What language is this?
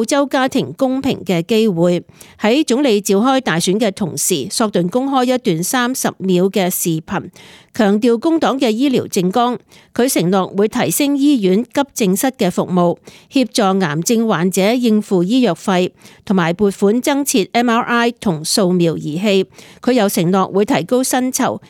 Cantonese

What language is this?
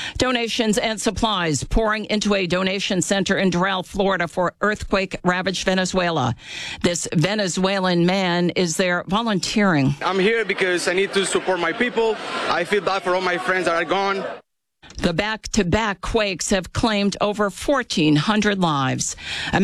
English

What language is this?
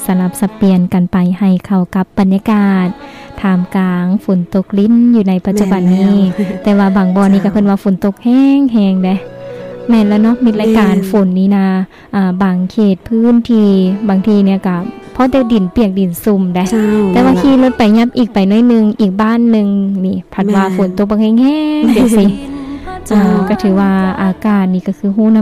Lao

